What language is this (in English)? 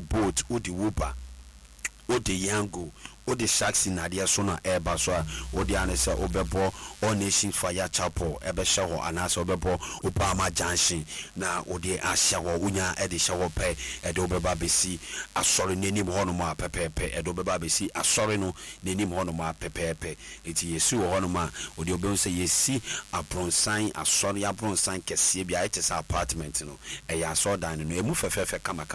Akan